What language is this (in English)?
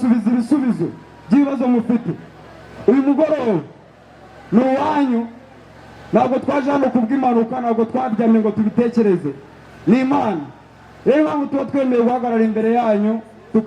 Kinyarwanda